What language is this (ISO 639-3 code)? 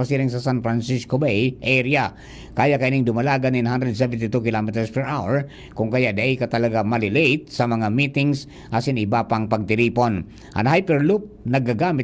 bik